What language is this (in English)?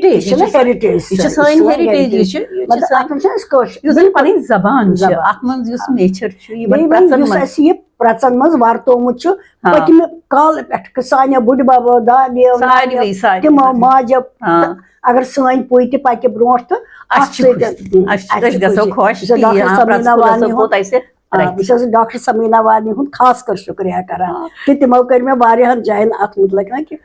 Kashmiri